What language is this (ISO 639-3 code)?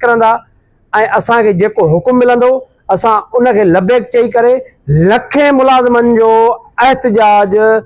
snd